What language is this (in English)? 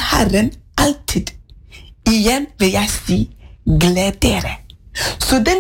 Norwegian